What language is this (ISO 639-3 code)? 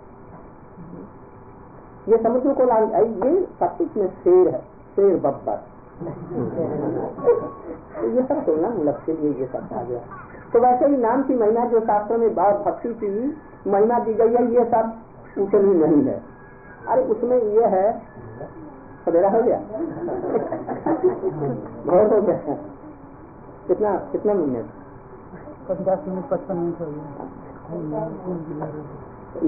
hin